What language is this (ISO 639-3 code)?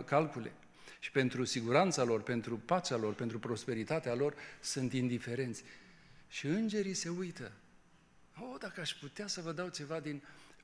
ron